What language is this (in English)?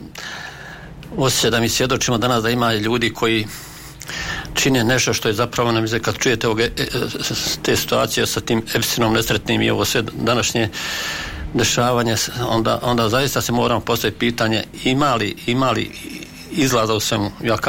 Bosnian